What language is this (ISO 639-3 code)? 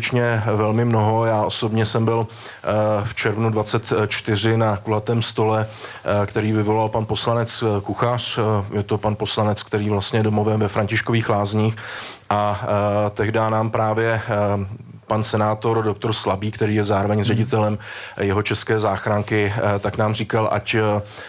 ces